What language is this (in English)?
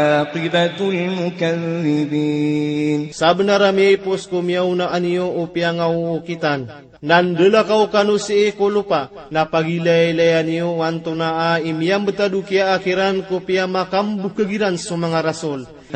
Maranao